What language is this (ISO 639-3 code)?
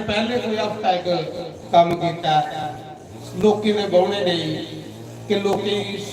doi